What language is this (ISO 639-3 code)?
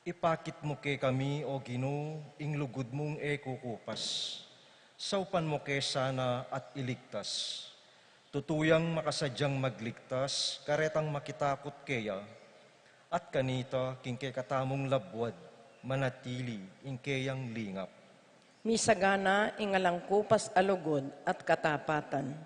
pam